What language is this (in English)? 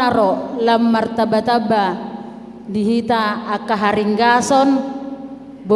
Batak Toba